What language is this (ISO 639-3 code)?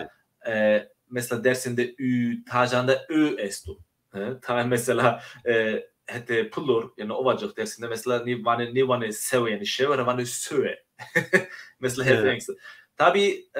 zza